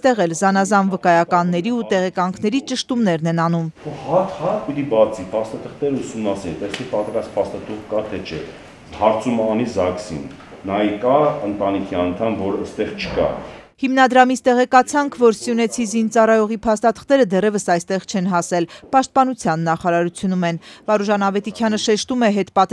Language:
Armenian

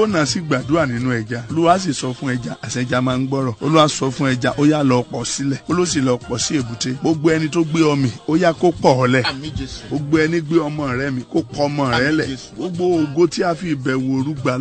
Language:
Yoruba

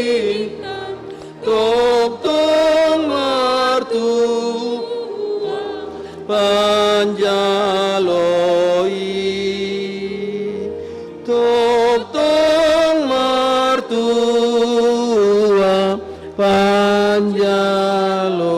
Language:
Batak Toba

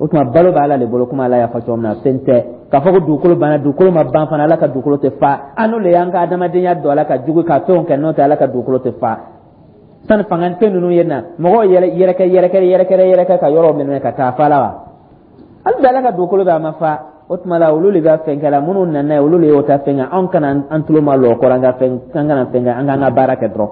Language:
Dyula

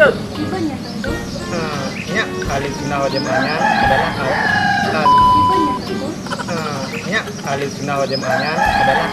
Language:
Achinese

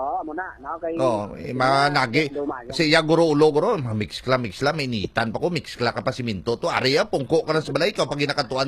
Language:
Hiligaynon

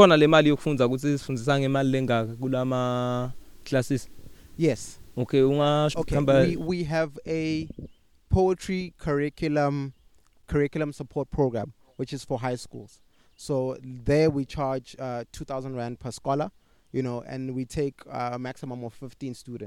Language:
English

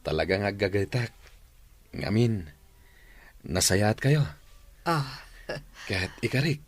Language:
Iloko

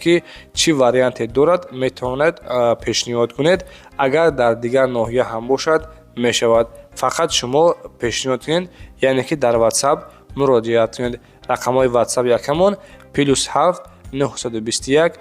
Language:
Tajik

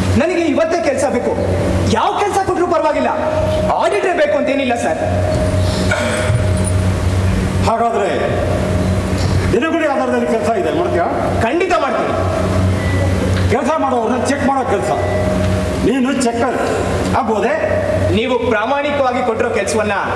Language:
Kannada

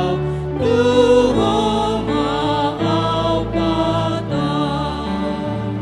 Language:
Batak Toba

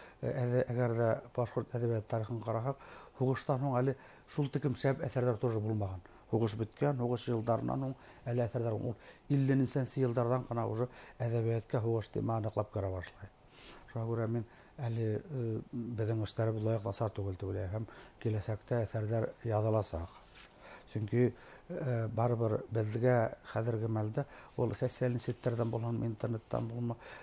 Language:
Bashkir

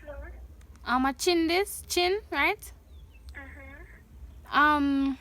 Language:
Jamaican Creole English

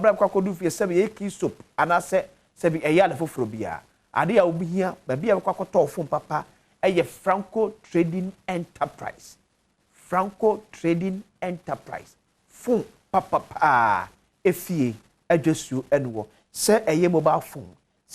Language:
Akan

